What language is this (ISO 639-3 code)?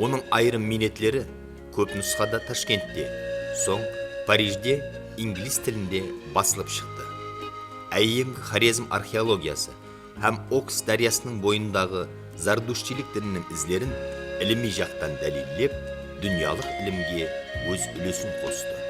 kaa